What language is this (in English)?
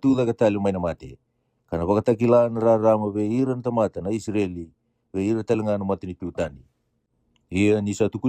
Fijian